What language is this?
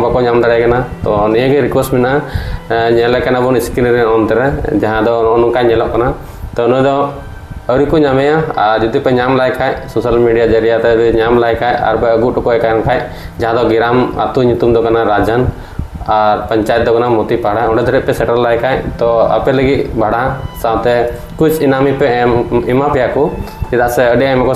Santali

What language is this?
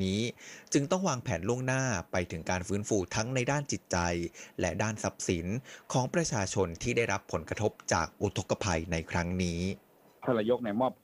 Thai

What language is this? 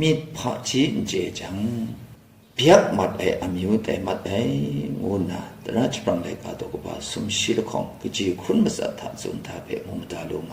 Kachin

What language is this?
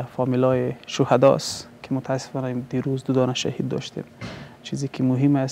Persian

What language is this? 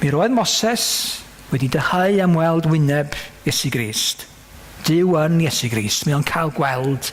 Welsh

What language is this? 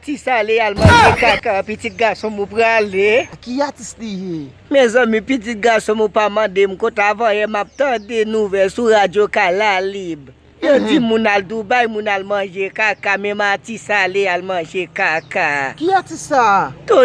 Haitian Creole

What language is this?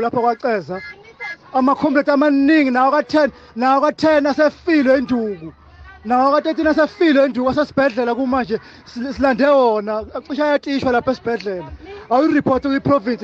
Zulu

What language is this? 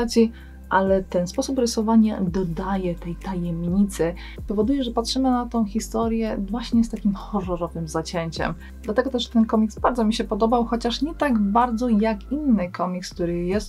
Polish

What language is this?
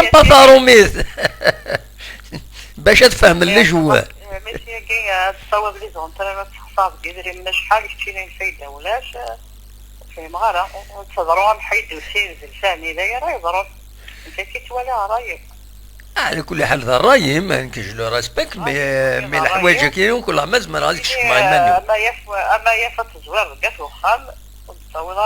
Kabyle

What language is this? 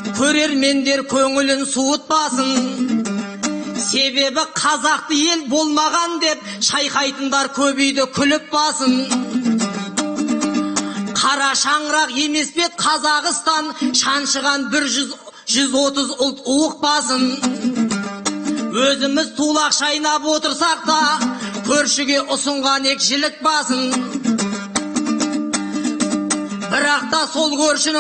Kazakh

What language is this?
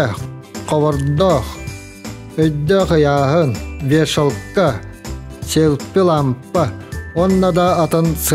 Yakut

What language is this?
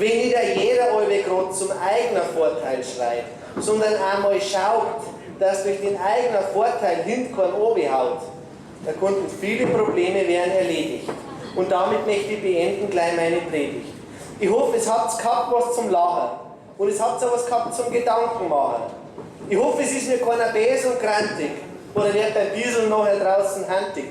Bavarian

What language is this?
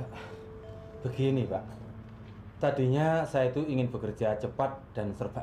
Indonesian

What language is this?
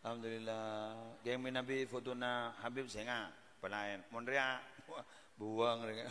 Madurese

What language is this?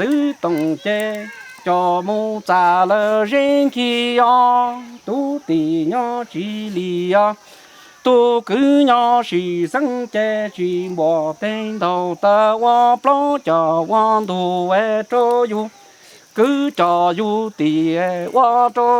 Hmong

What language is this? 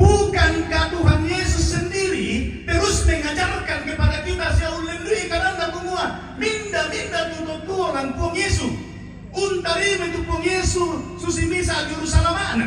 Toraja-Sa'dan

